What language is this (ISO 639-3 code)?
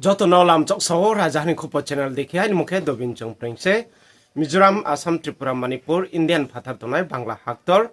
ria